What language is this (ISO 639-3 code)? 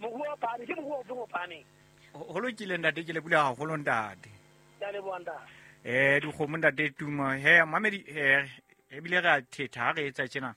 sot